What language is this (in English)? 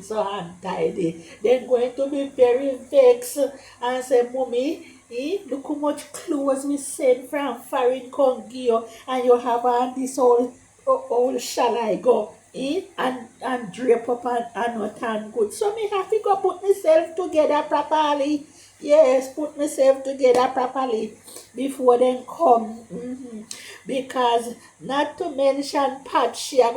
Jamaican Creole English